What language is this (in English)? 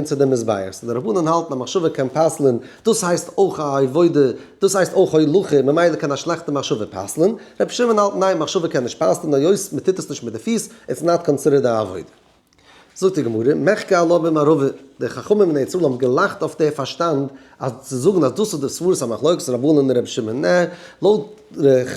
Yiddish